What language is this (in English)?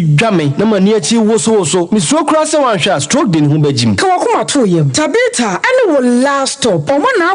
Akan